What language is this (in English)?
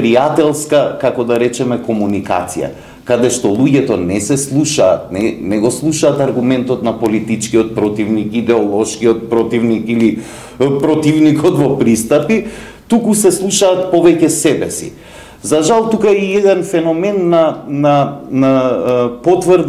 Macedonian